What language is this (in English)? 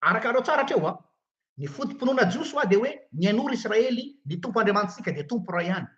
Malagasy